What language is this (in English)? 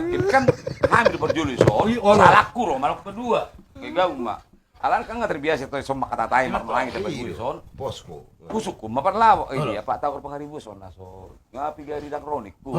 Batak Toba